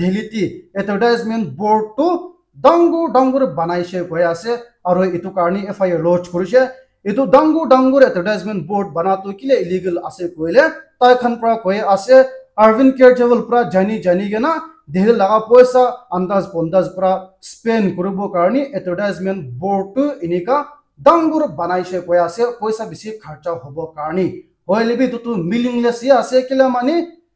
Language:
Naga Pidgin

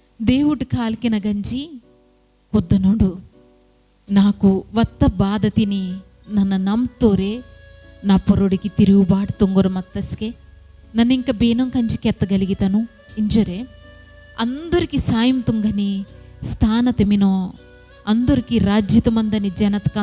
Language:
Koya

